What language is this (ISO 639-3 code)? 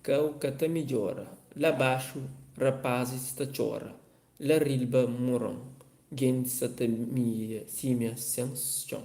kea